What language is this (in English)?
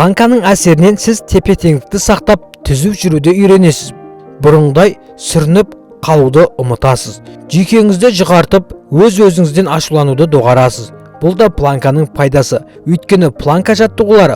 Kazakh